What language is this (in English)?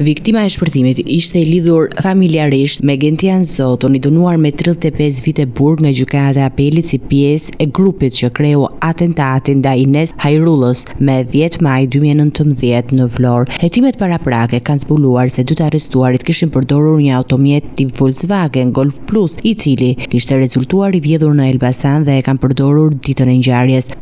Albanian